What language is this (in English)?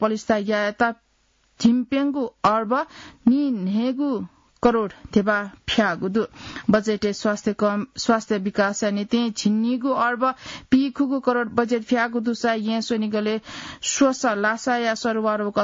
Newari